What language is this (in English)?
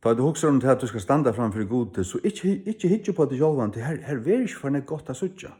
Faroese